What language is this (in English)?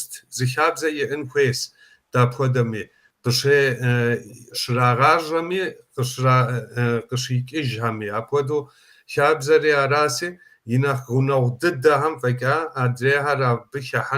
Kabardian